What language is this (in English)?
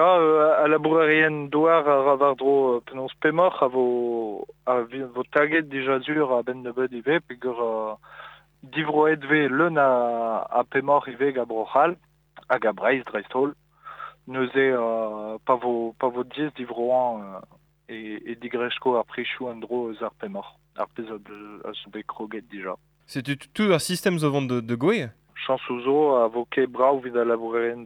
Breton